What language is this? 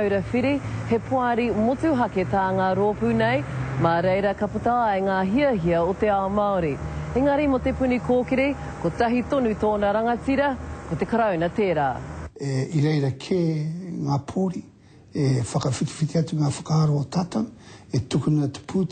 Māori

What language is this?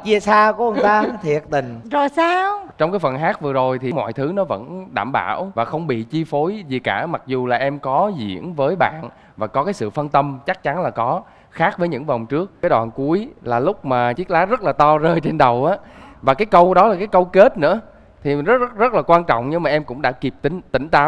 Vietnamese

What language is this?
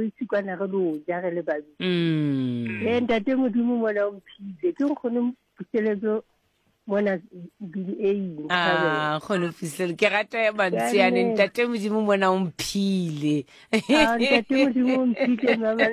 Southern Sotho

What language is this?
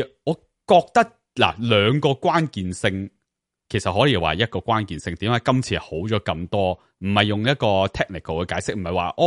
Cantonese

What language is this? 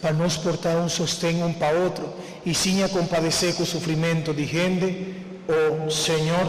Papiamento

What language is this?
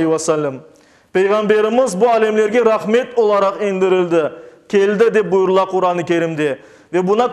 Crimean Tatar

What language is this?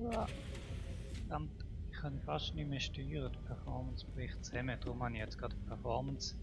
Swiss German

